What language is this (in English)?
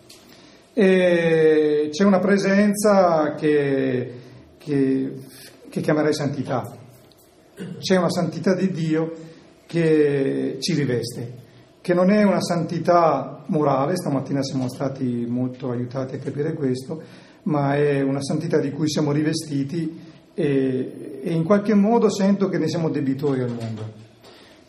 Italian